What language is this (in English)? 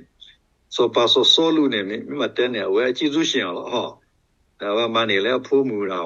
S'gaw Karen